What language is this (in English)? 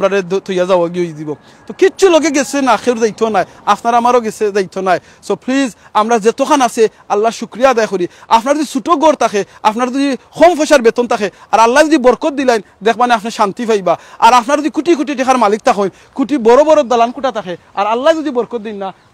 Sylheti